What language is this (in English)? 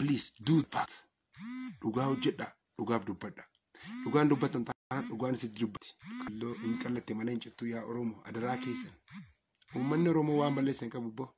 Oromo